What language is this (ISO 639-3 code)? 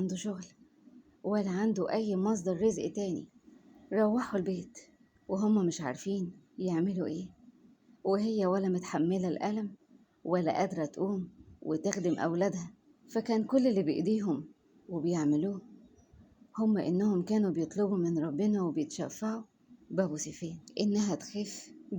arz